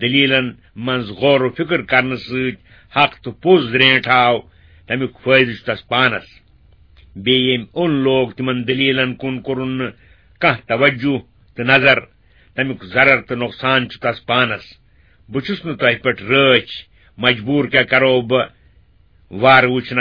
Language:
Kashmiri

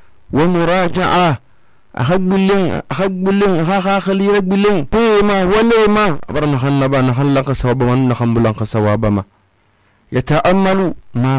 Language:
Susu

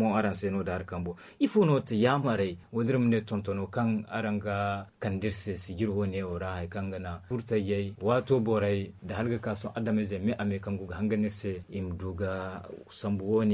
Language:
Zarma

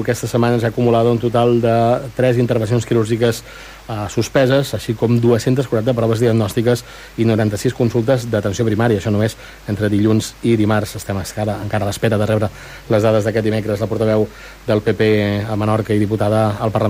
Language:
Catalan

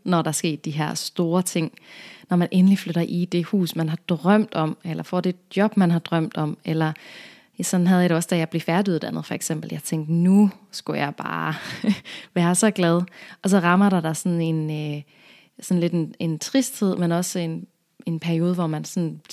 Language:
Danish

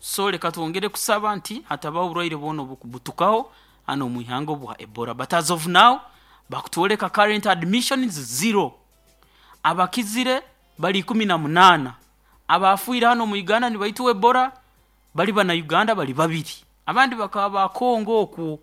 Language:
Nyoro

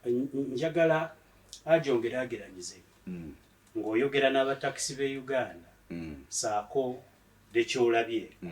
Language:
Ganda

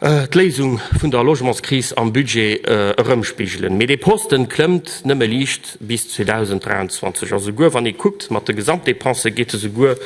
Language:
Luxembourgish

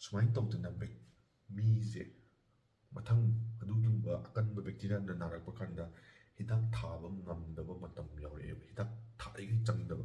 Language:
Manipuri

